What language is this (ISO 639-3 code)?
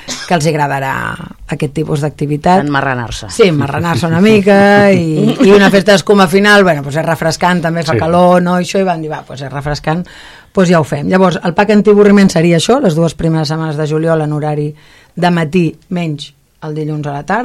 cat